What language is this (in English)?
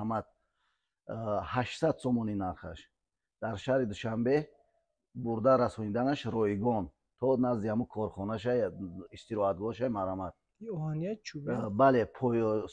Tajik